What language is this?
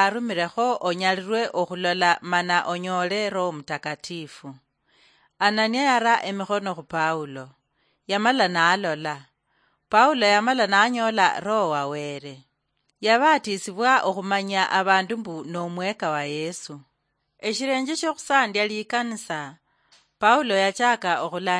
Luyia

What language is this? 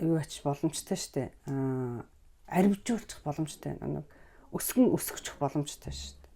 Mongolian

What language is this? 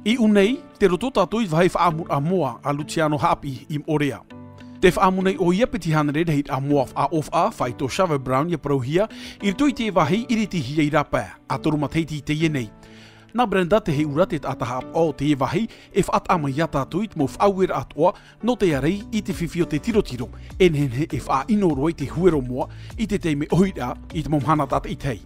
Tahitian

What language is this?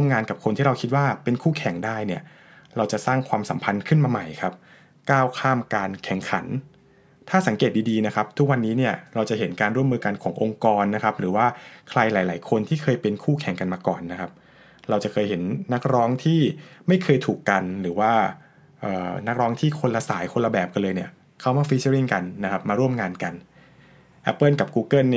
Thai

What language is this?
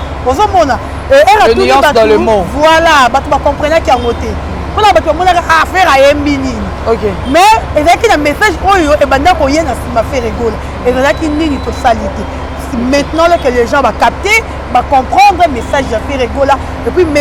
Lingala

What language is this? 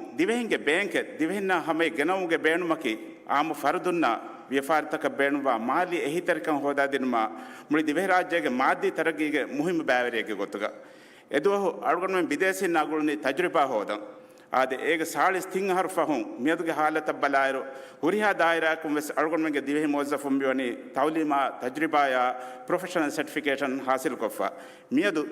Divehi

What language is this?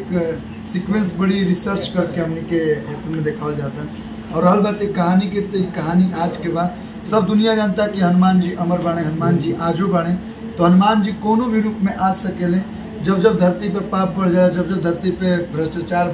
Bhojpuri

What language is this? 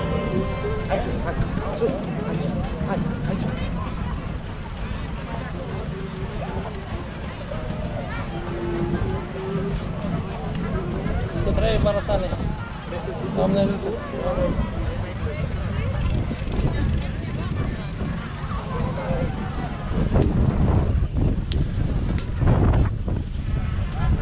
Romanian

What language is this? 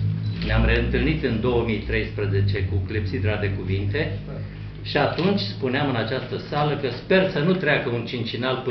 Romanian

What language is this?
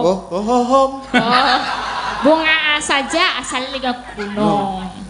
Javanese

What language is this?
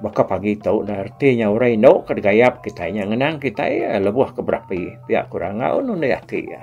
Iban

